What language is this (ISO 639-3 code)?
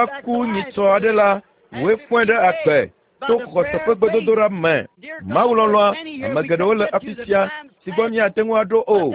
ewe